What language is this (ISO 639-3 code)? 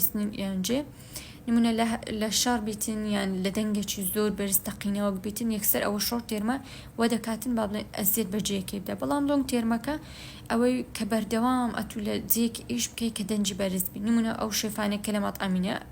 ckb